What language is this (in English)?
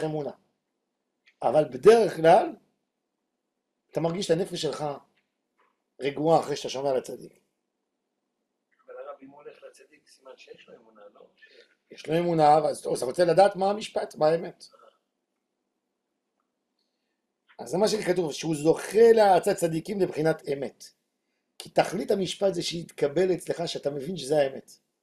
Hebrew